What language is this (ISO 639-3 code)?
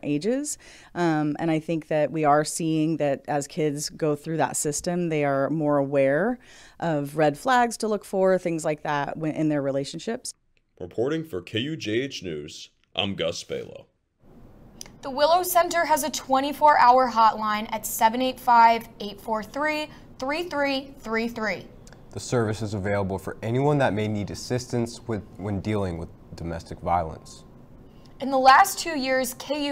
eng